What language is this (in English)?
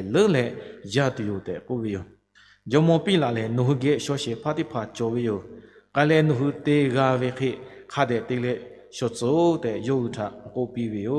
Lahu